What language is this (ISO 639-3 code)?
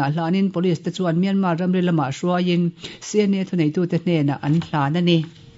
lus